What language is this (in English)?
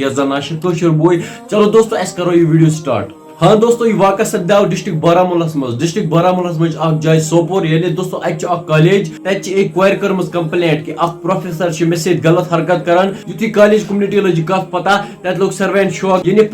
Kashmiri